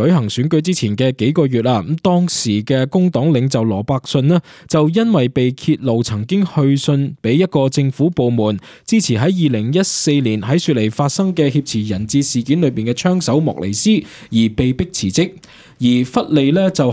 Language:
Cantonese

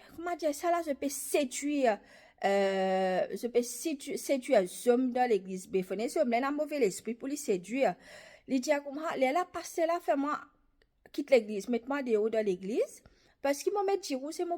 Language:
Morisyen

